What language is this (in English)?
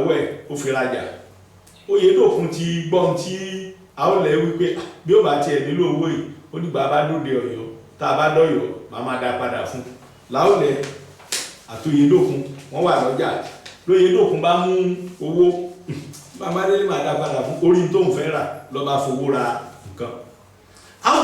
Yoruba